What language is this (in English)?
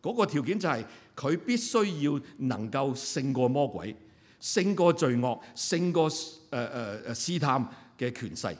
Cantonese